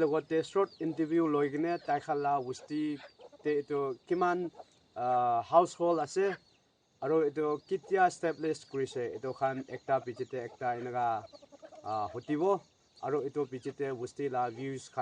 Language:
Naga Pidgin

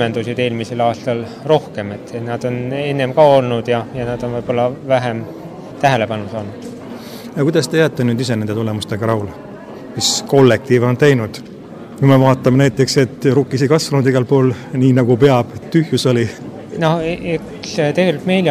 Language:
Estonian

